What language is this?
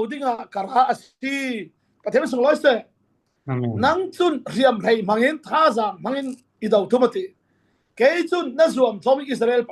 Falam Chin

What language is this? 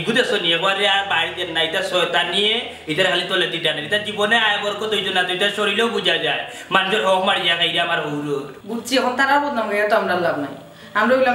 Sylheti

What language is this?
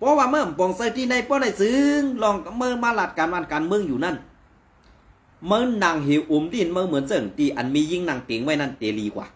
Shan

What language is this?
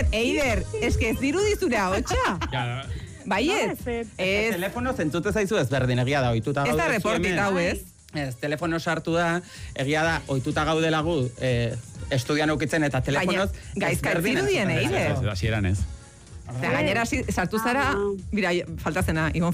Basque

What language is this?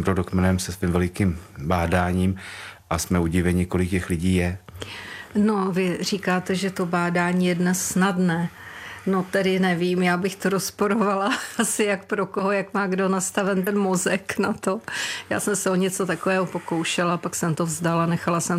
Czech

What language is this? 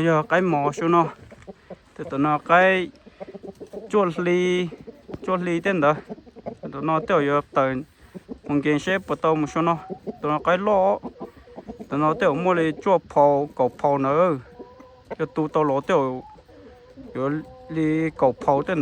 Hmong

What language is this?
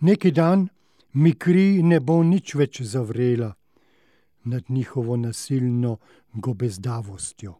Slovenian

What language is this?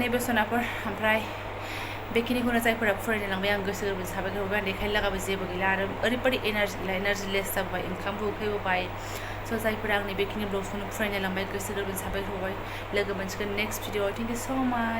Bodo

